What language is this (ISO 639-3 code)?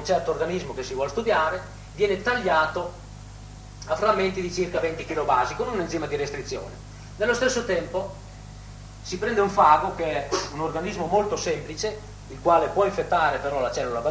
ita